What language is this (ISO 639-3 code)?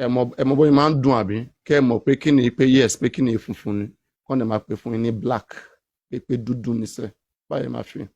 yor